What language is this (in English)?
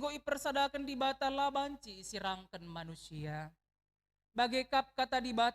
Batak Karo